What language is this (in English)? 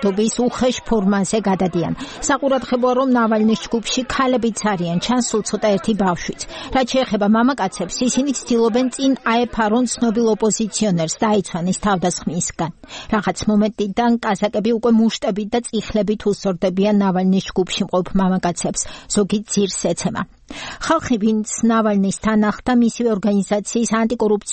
Georgian